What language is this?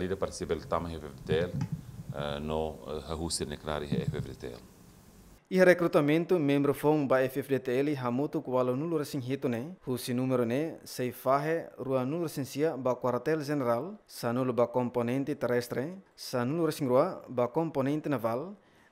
Tetum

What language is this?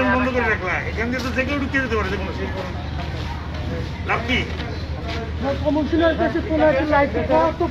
Bangla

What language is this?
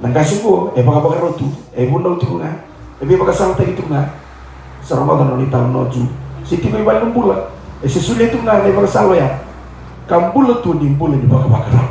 Fijian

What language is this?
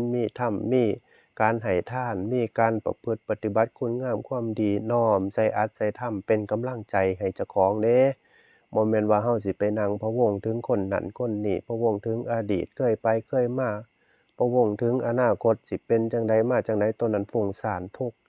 Northeastern Thai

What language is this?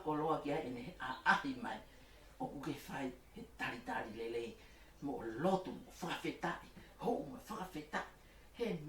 Tongan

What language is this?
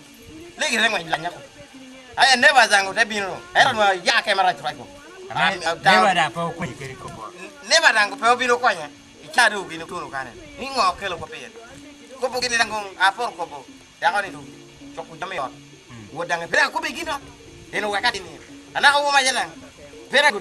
Lango (Uganda)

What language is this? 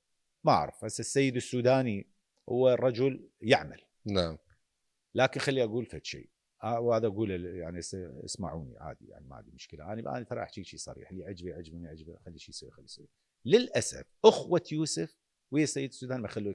Mesopotamian Arabic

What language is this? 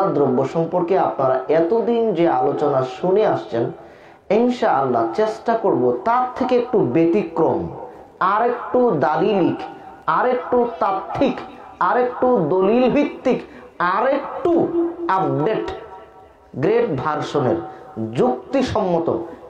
Bangla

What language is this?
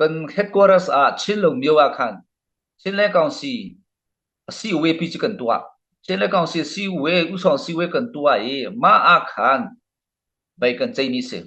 Hakha Chin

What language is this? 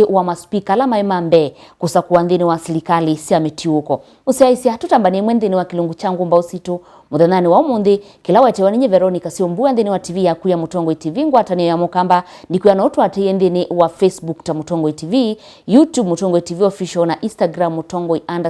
Kamba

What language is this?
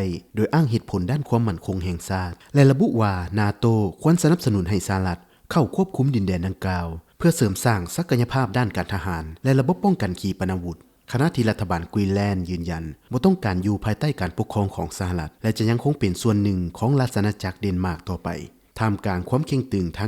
Lao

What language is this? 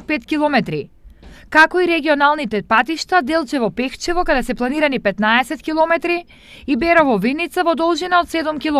Macedonian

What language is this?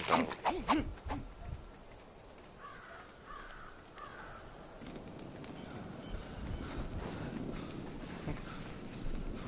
Dutch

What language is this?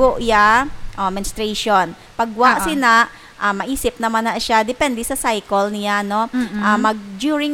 Hiligaynon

